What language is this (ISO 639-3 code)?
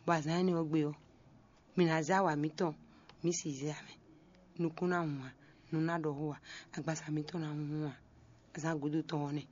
fon